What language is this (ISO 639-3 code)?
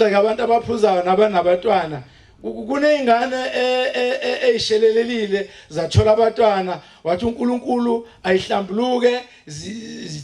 zul